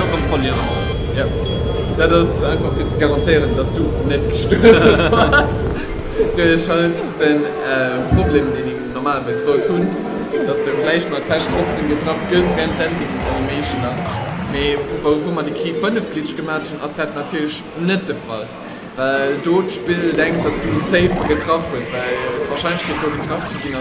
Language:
Luxembourgish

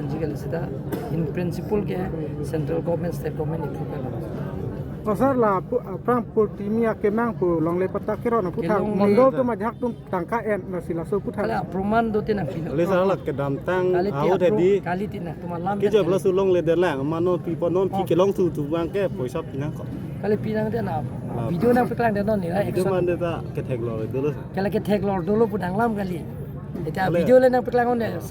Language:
Karbi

